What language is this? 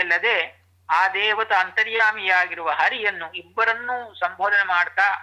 Kannada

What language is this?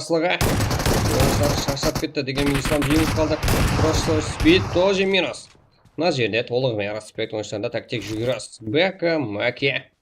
Kara-Kalpak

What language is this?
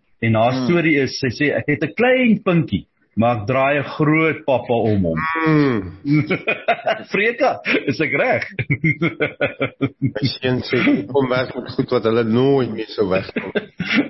Afrikaans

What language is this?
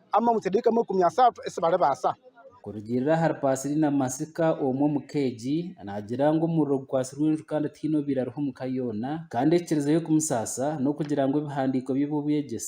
Nyankole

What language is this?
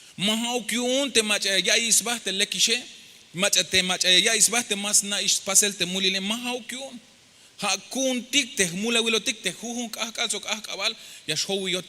Tzeltal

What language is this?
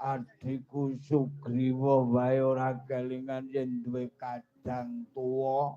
Javanese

